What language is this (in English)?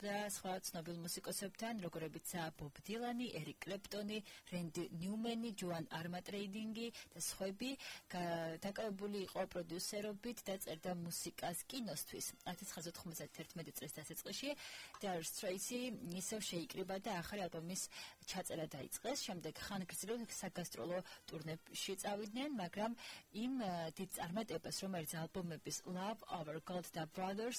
Georgian